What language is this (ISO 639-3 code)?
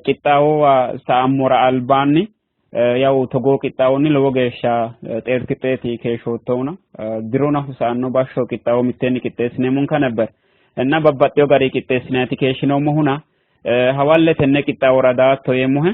sid